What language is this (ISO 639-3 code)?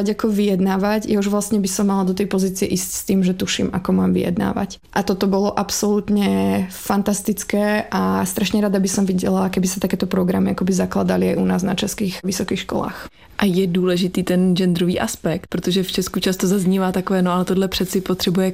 slk